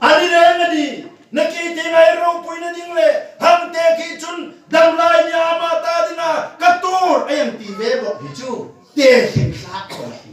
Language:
Hmar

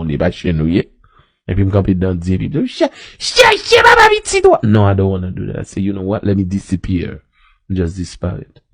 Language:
Haitian Creole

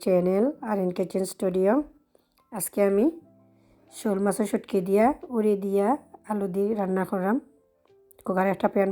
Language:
Sylheti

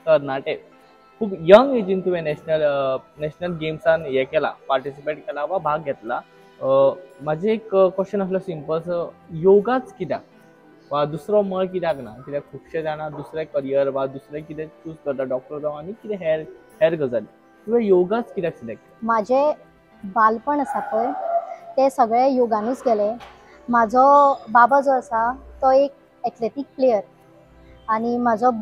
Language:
Konkani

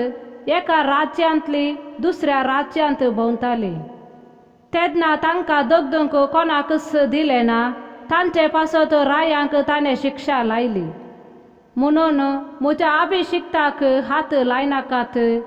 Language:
Konkani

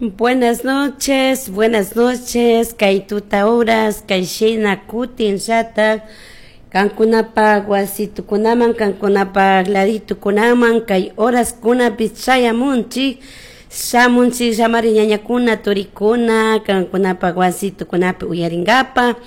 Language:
Chimborazo Highland Quichua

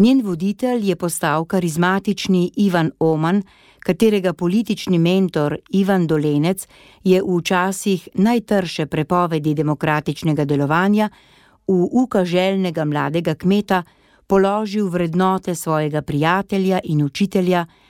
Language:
Slovenian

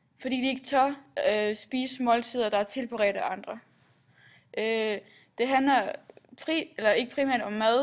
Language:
Danish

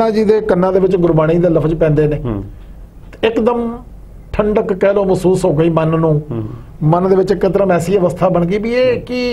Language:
Punjabi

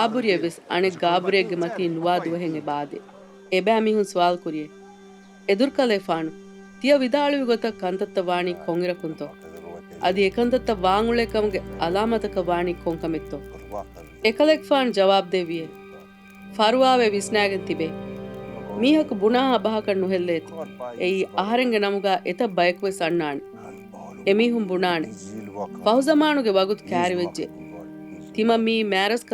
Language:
Divehi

